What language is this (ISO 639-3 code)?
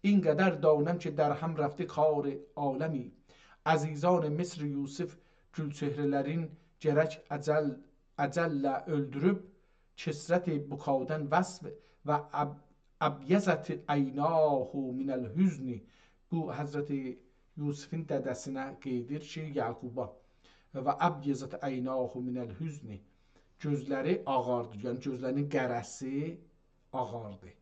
azb